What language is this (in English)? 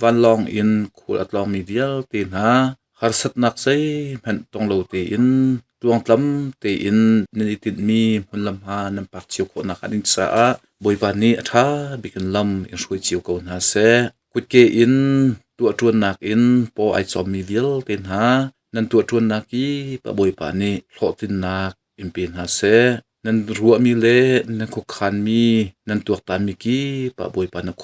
Hakha Chin